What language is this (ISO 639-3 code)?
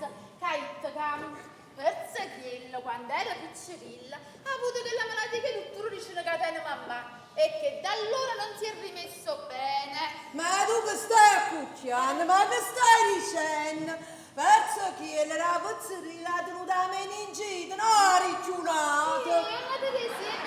nap